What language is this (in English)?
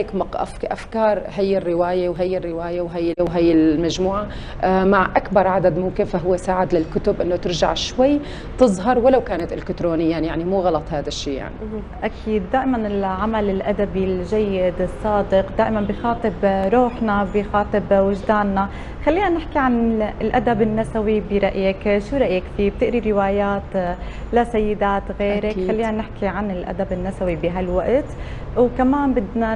North Levantine Arabic